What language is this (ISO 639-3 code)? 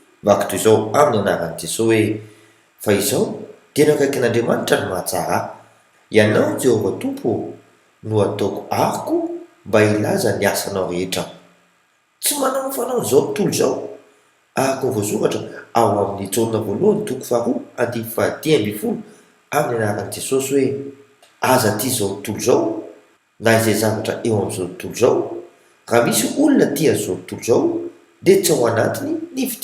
mlg